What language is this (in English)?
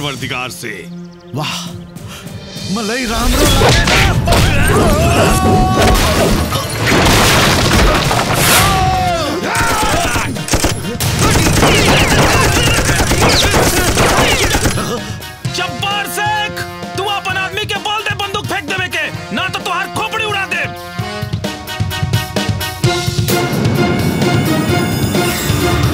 Bhojpuri